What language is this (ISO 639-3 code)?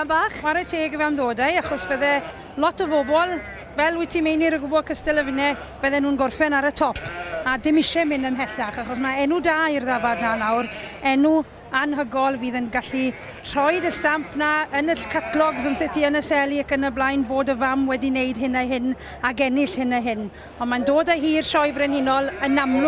cym